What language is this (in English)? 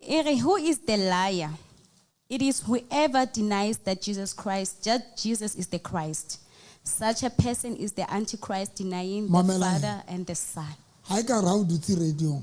Southern Sotho